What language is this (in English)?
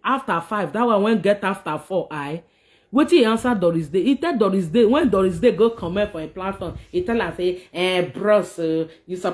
Nigerian Pidgin